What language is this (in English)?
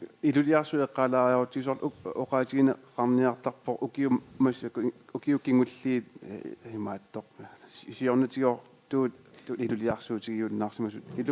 Kalaallisut